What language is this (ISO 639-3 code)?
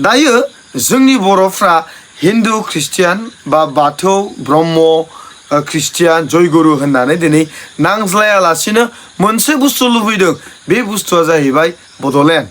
brx